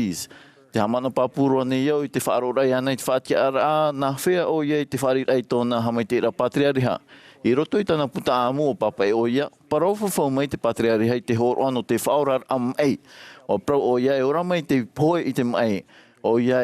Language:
Tahitian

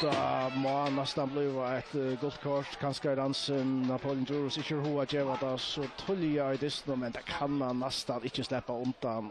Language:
Faroese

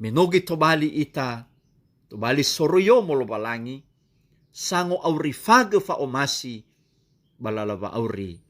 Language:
Nias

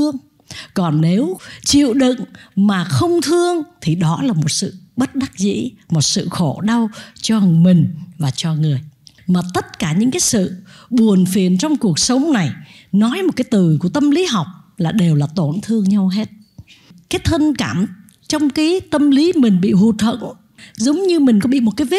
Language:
Vietnamese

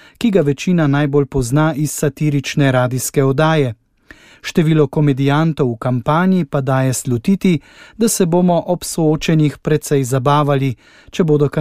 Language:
Slovenian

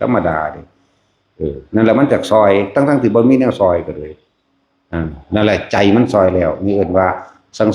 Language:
Lao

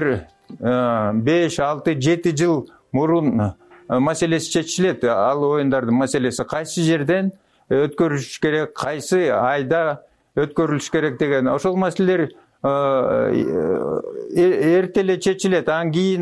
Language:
Kyrgyz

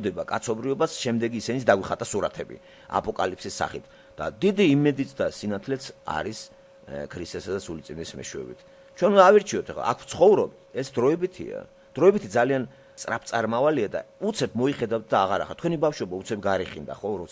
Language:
Georgian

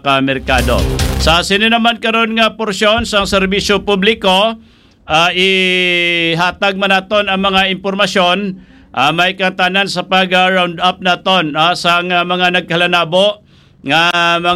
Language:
Hiligaynon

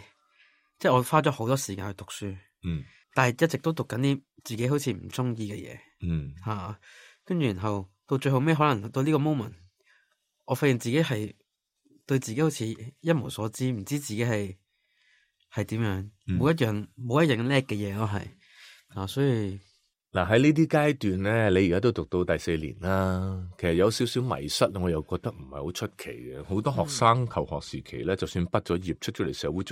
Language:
Cantonese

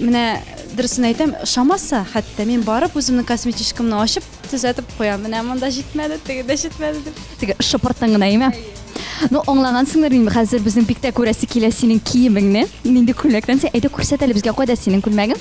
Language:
Tatar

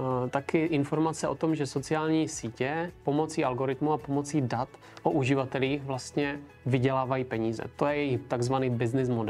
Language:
Czech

